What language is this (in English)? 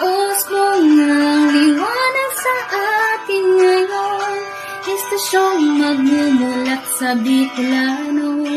Bikol